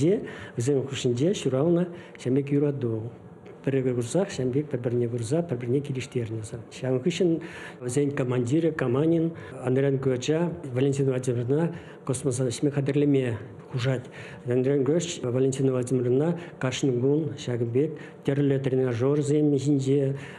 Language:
Chuvash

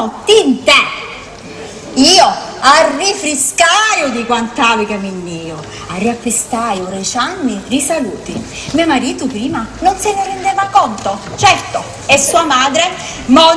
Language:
Sicilian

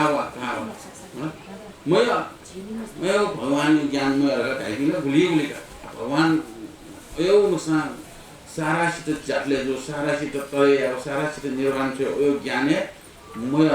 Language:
Newari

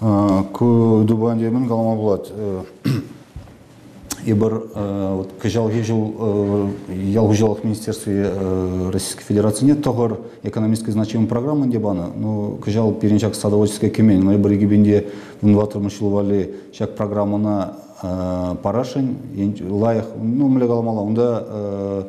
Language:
Chuvash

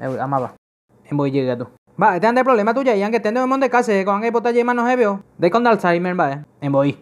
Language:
Guarani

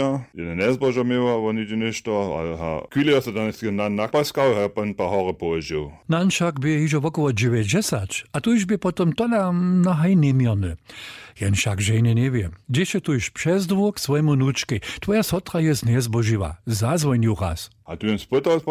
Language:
Upper Sorbian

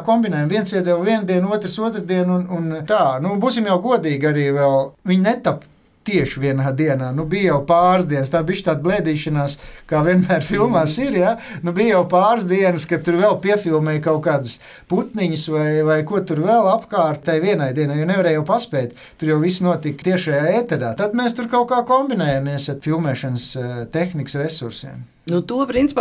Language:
Latvian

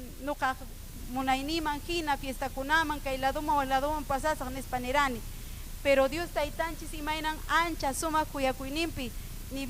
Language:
Ayacucho Quechua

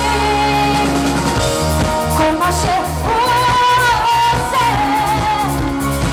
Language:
Hebrew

